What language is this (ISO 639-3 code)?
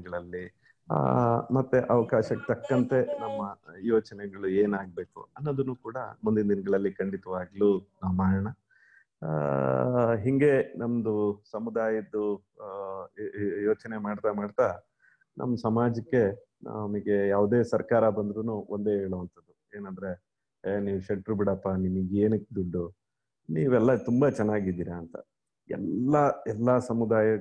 kan